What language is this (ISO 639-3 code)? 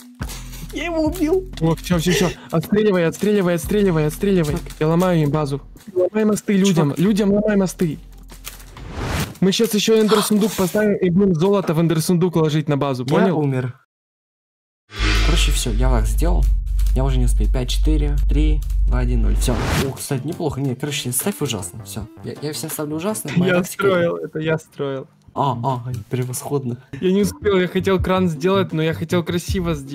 rus